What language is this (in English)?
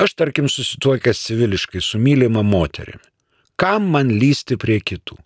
Lithuanian